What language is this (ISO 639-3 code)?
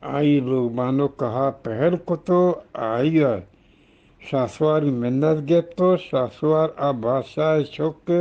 bgp